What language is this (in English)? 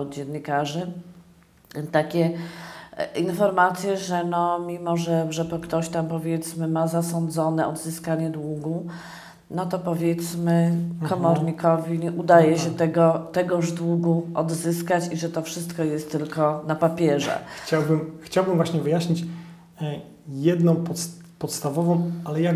Polish